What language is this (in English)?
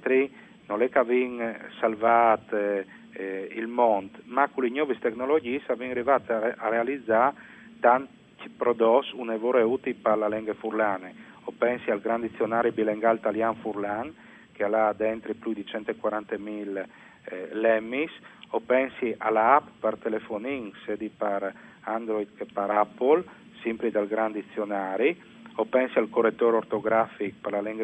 Friulian